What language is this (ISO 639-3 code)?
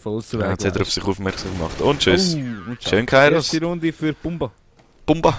gsw